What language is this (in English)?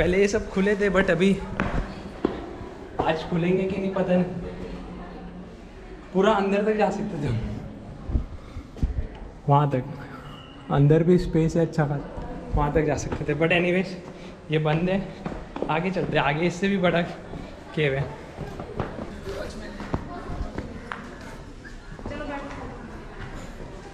Hindi